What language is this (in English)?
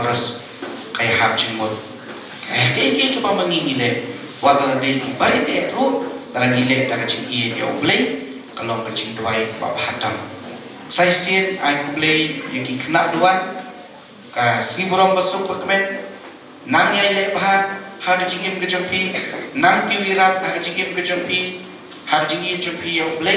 Khasi